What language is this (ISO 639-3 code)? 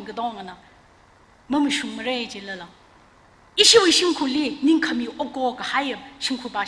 nmf